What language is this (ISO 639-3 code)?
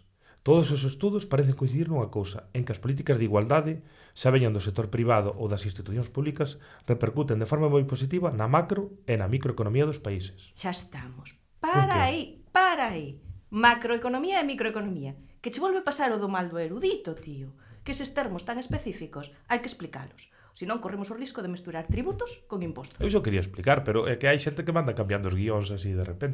glg